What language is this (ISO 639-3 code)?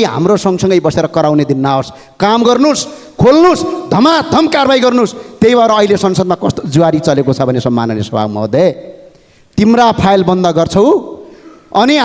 nep